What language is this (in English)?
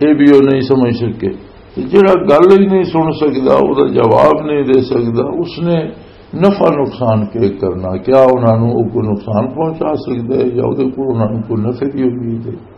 Western Panjabi